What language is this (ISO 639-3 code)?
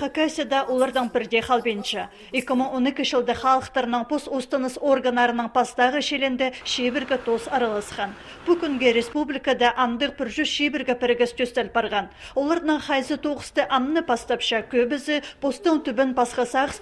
kjh